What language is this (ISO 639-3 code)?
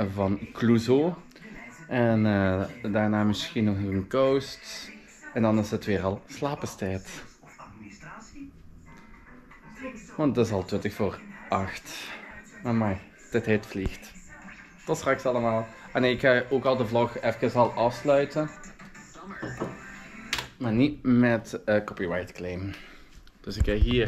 nld